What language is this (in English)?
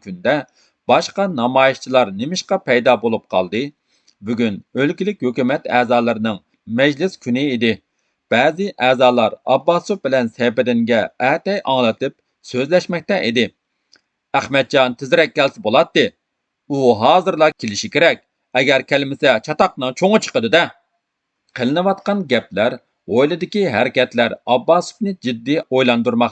Uyghur